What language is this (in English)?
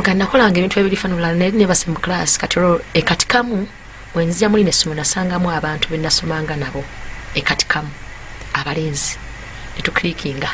Ganda